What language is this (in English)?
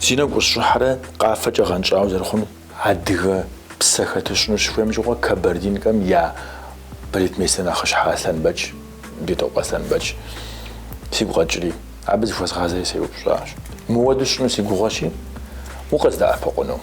Kabardian